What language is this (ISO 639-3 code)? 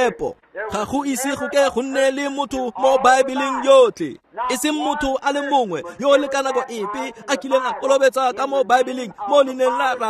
tsn